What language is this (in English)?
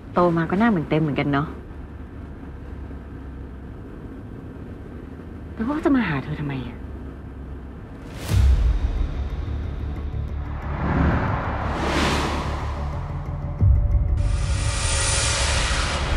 Thai